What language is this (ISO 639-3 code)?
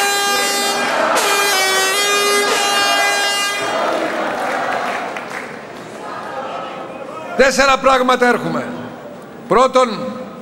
ell